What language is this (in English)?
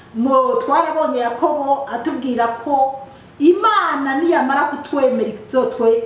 Rundi